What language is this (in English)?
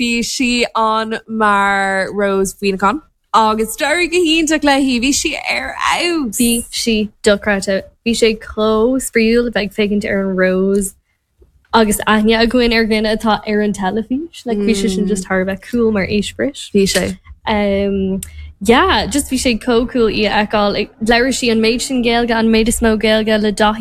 Irish